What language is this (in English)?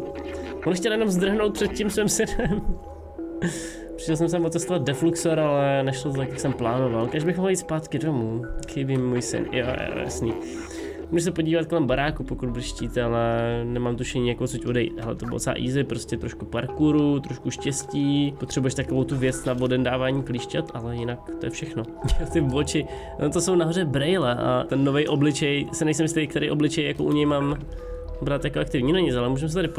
Czech